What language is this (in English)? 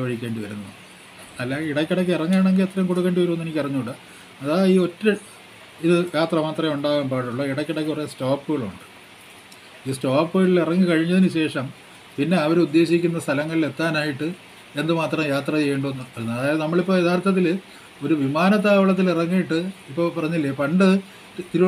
Malayalam